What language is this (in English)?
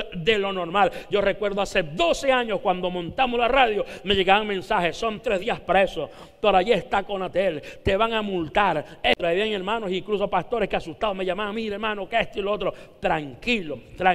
Spanish